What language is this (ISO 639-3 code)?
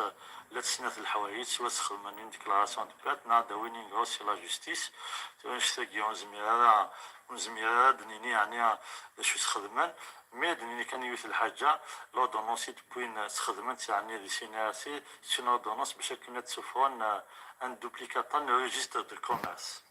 kab